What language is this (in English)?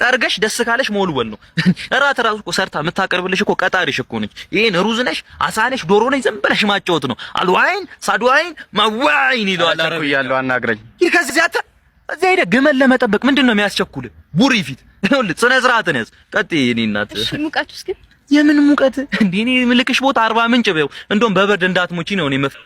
Amharic